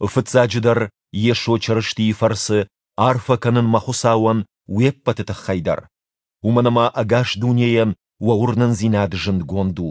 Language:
Ossetic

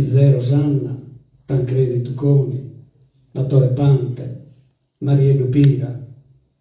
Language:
Sardinian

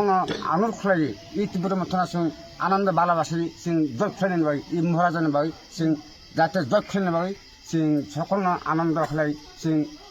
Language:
Kok Borok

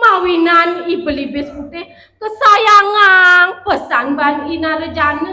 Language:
Balinese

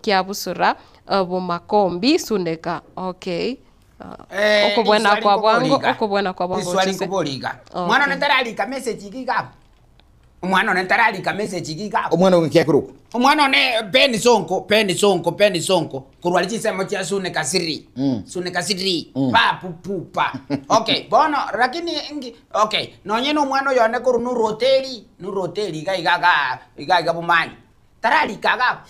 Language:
Gusii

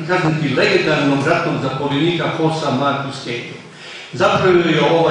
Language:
Croatian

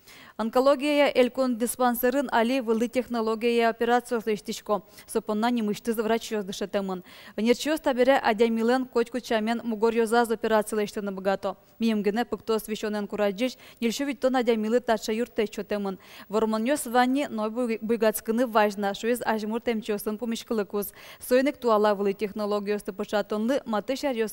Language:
Udmurt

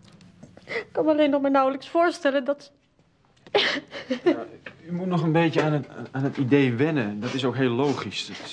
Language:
Dutch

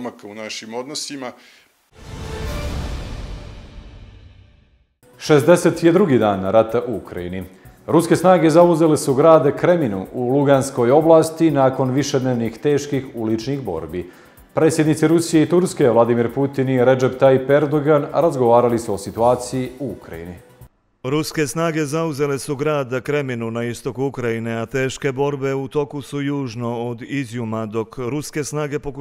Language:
Bosnian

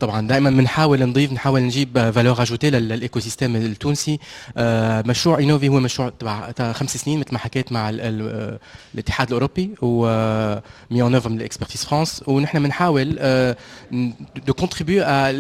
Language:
Tunisian Arabic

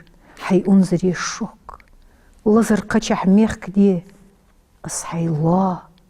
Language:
Ingush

